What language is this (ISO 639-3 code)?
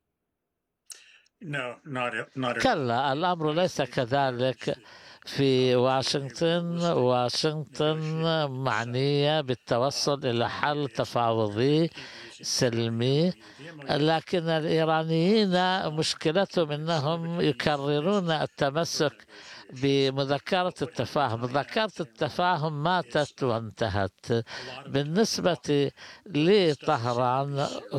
ara